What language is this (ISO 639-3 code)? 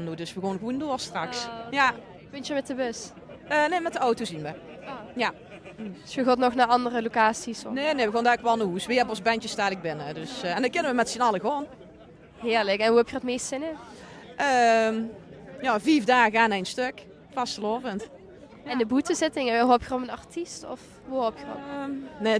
lim